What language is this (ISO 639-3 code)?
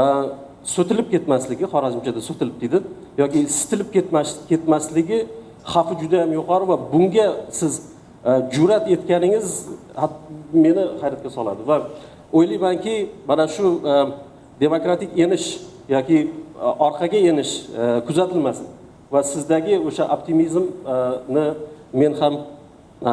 uzb